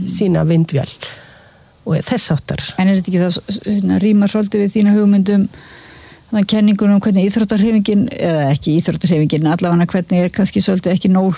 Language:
Icelandic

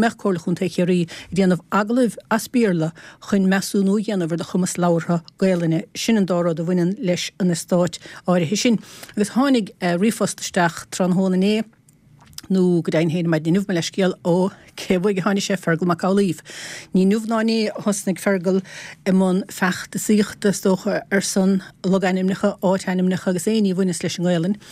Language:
Irish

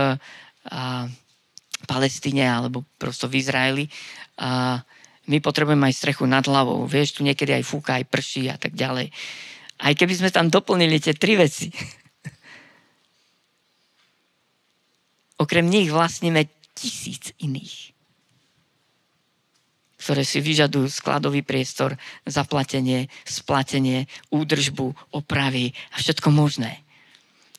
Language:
Slovak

